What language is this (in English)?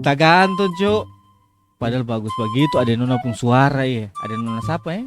Ambonese Malay